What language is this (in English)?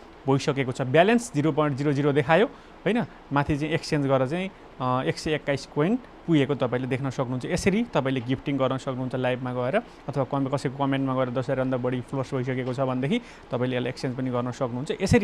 Nepali